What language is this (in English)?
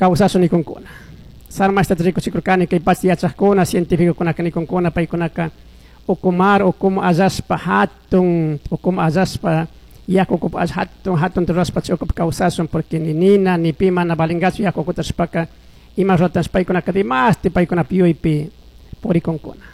Chimborazo Highland Quichua